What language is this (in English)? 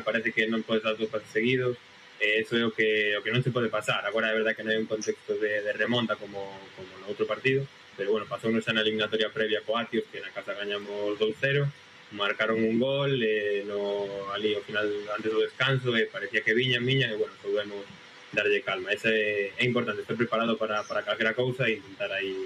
Galician